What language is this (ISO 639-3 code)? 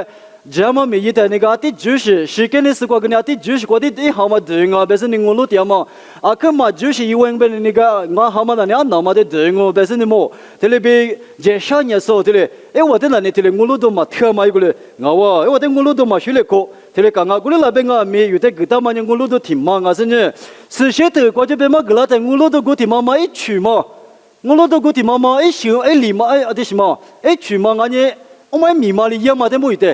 lis